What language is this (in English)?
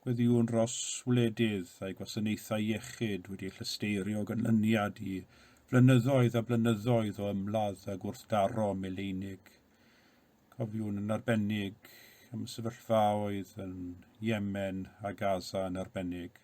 Welsh